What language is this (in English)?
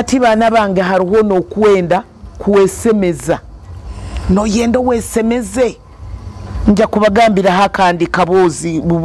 Nyoro